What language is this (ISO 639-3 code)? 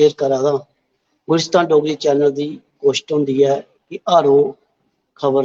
doi